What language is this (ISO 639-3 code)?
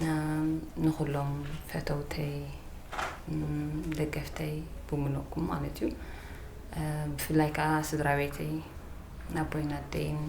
tir